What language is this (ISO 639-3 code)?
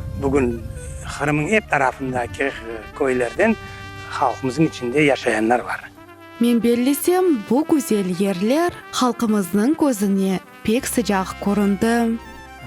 crh